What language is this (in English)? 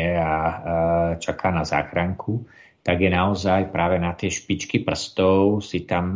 Slovak